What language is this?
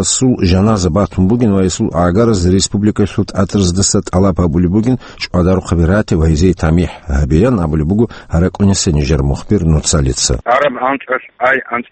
Avaric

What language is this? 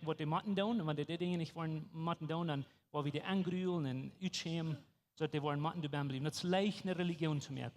Plautdietsch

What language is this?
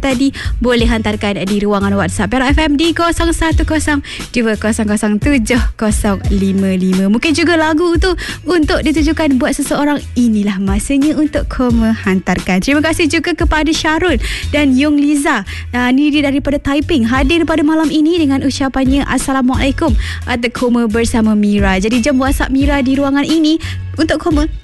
Malay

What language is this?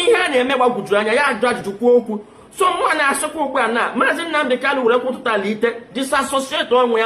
Igbo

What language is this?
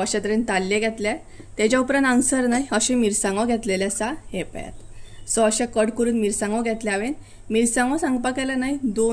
Konkani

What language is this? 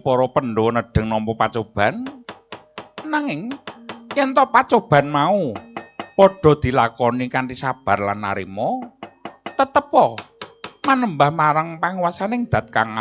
Javanese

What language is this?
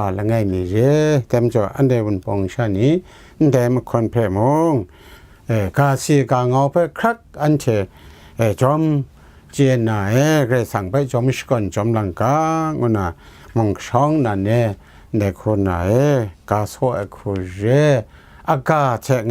Kachin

